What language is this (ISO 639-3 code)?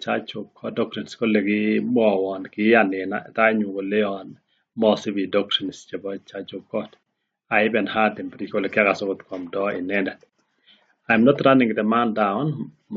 kln